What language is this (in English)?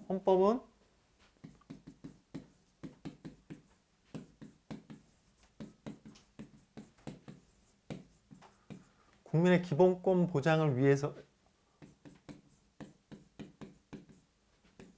Korean